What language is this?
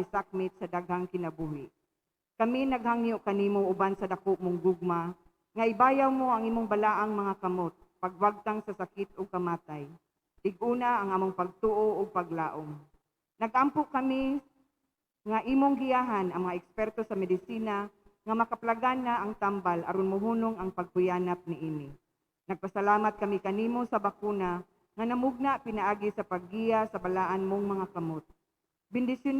Cebuano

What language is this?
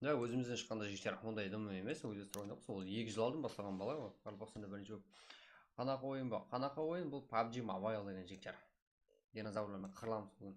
Kara-Kalpak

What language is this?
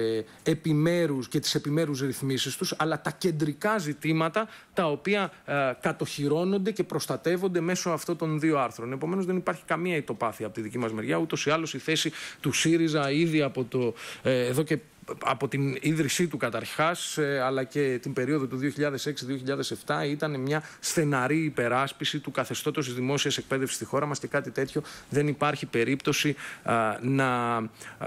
Greek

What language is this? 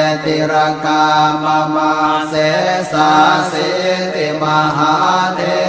Pali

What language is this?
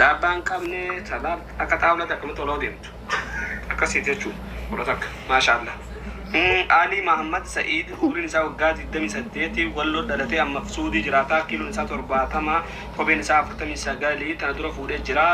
Oromo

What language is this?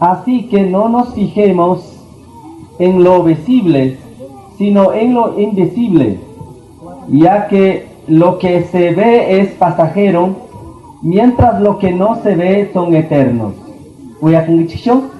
Chimborazo Highland Quichua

